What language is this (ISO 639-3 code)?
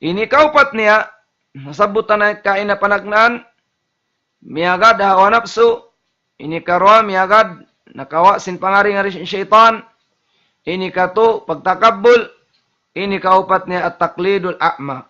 tsg